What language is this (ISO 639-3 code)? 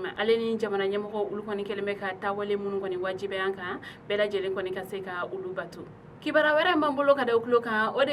bam